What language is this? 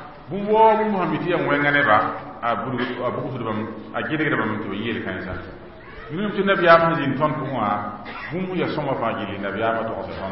Mossi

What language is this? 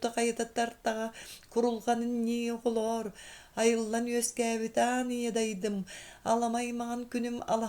Yakut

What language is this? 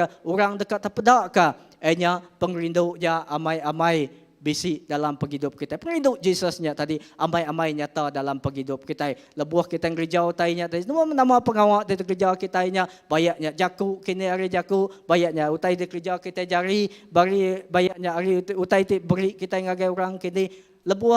Iban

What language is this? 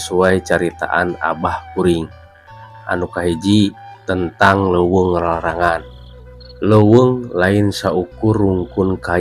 Sundanese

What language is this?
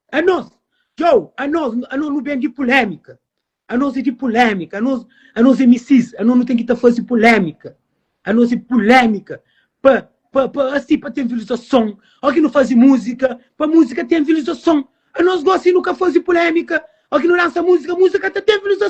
Kabuverdianu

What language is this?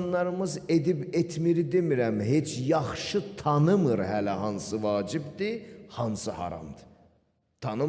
Azerbaijani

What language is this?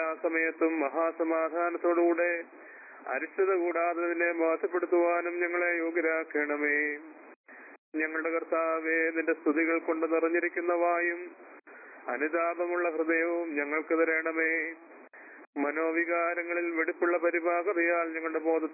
Malayalam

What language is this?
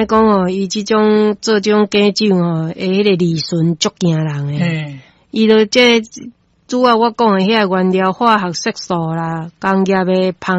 Min Nan Chinese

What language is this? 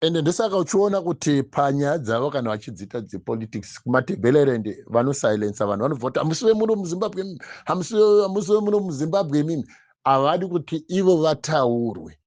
Shona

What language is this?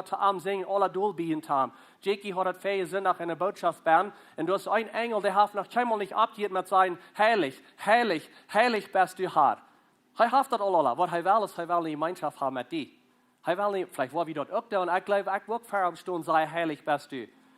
Plautdietsch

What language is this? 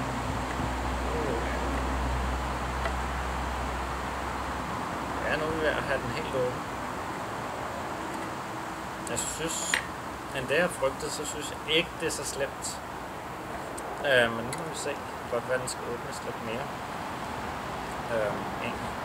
Danish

